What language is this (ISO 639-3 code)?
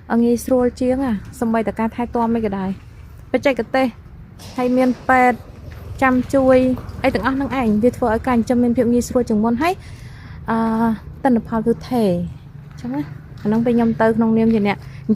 khm